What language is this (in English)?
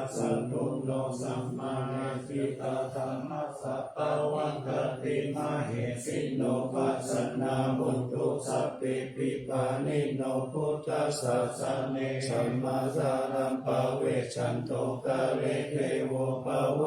Pali